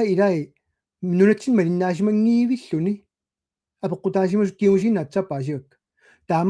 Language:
Kalaallisut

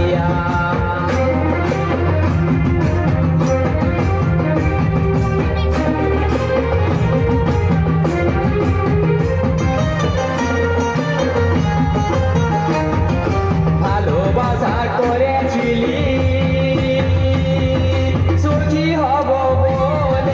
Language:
Bangla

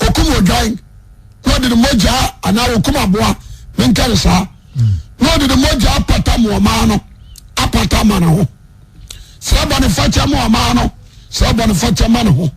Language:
Akan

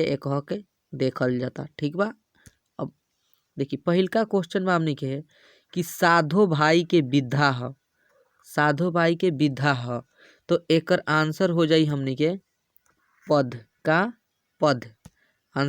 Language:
Bhojpuri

